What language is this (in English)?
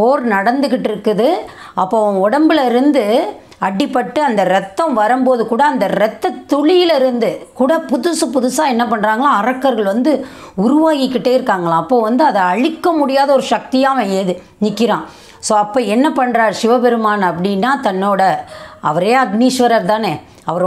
Tamil